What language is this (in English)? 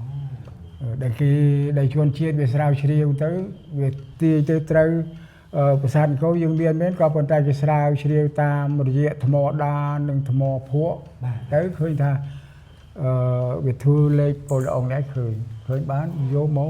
Khmer